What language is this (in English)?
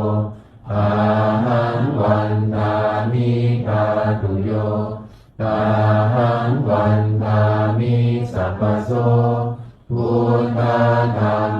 Pali